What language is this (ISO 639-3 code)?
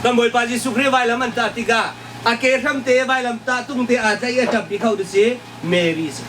cnh